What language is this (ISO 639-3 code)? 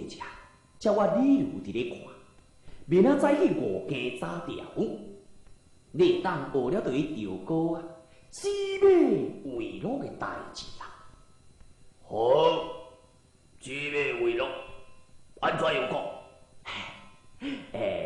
nan